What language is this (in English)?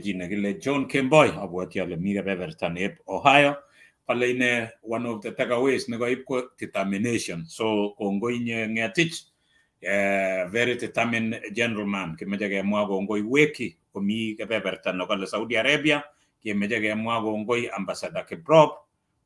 Kalenjin